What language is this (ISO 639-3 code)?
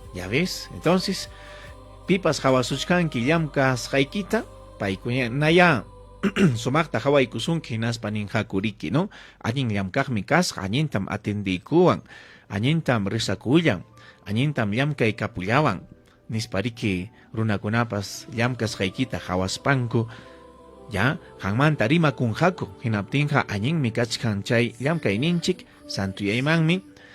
quy